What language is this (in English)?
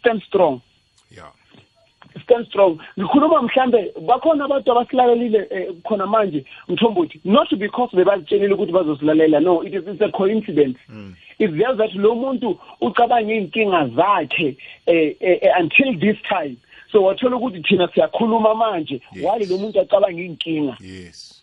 South Ndebele